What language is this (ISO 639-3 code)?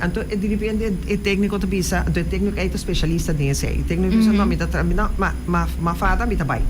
pap